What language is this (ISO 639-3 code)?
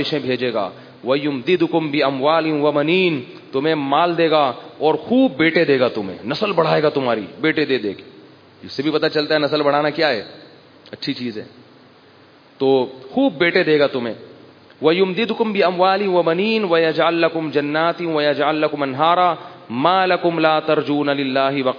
urd